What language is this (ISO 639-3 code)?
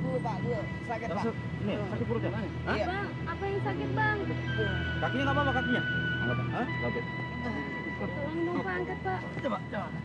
bew